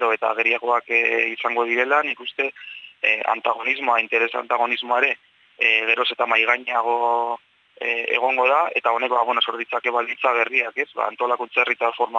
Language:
Basque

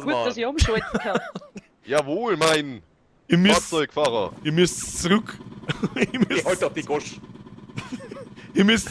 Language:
Bavarian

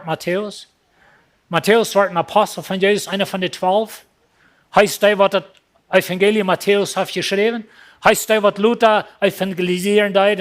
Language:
Plautdietsch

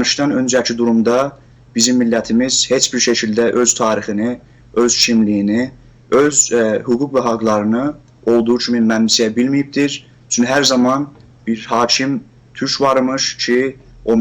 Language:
South Azerbaijani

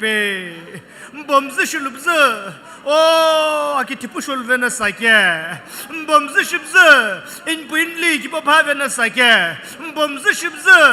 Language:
Sumi Naga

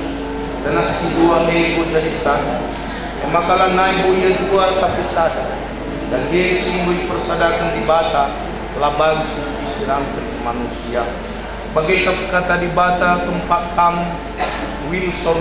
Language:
Batak Karo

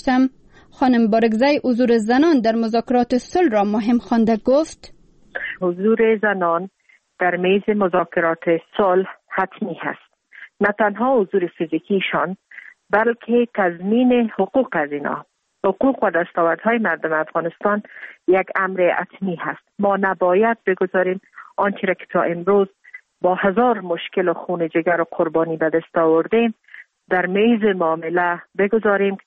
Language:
Persian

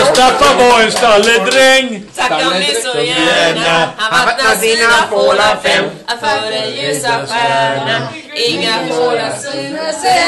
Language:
Swedish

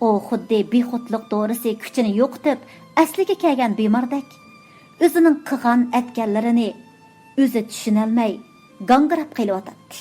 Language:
Uyghur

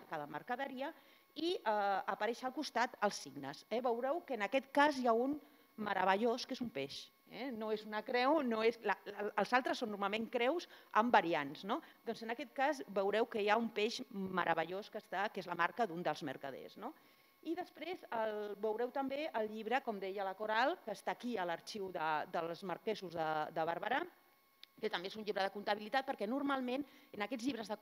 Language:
Catalan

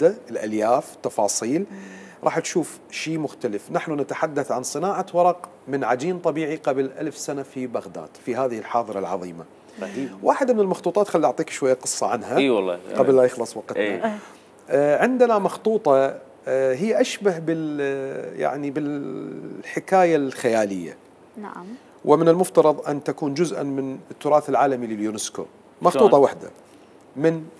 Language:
Mesopotamian Arabic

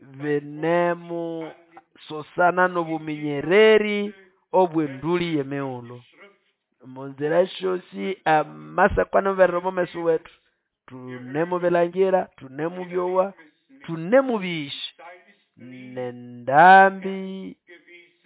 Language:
Nande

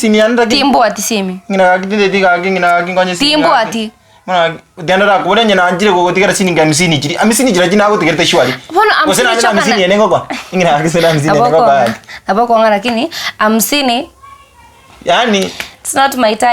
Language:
Gusii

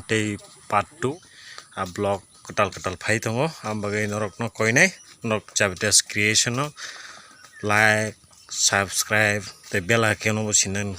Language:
Kok Borok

